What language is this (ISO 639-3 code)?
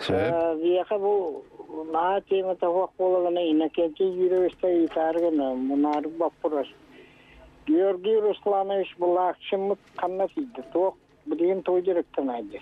sah